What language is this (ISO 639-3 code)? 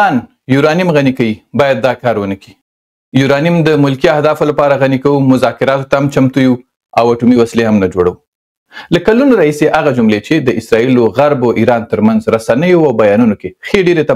pus